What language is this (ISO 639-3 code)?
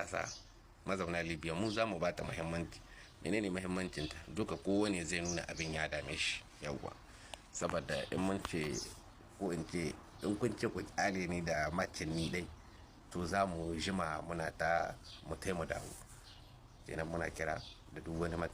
hau